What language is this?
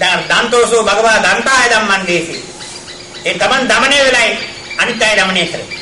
Sinhala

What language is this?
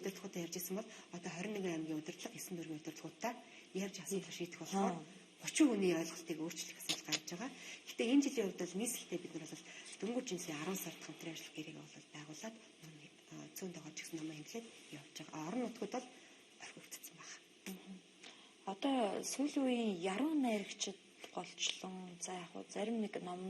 Mongolian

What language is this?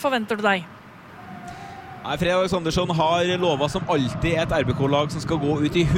Norwegian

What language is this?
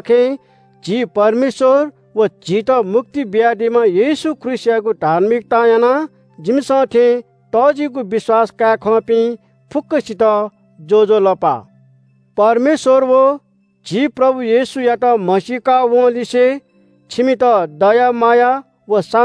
Newari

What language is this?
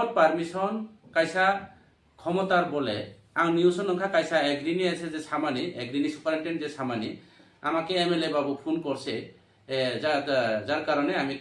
Kok Borok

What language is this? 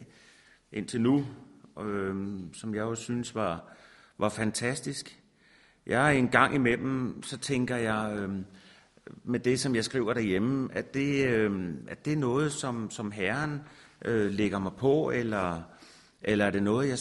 Danish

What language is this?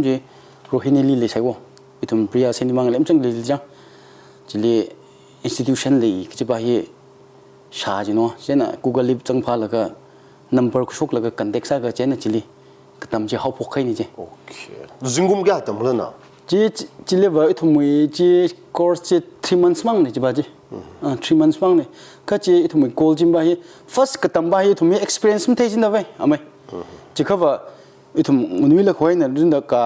Tangkhul Naga (India)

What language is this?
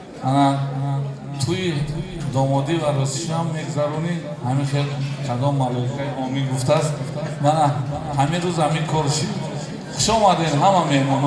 Tajik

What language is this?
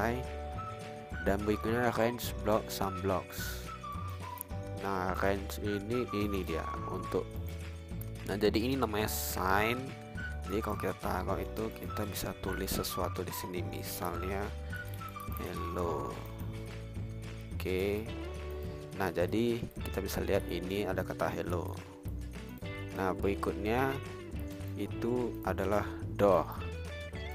Indonesian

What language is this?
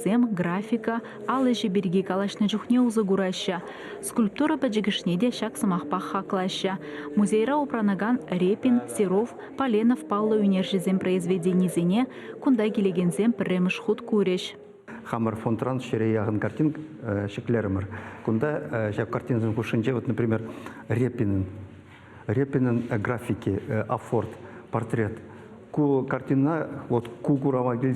Chuvash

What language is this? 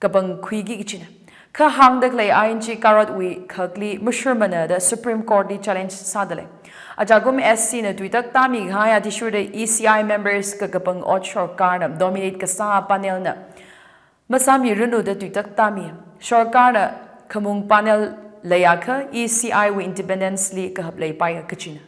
Tangkhul Naga (India)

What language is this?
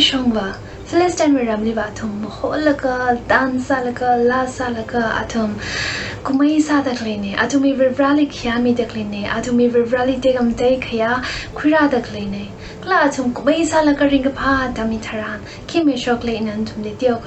Tangkhul Naga (India)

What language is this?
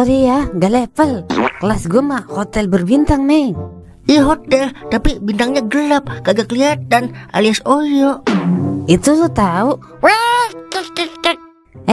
Betawi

